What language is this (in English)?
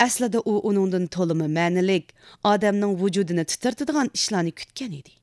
Uyghur